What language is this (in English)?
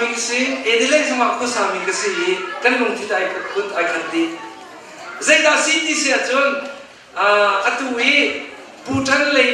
Hakha Chin